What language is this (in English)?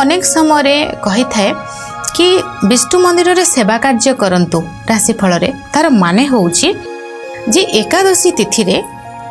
Odia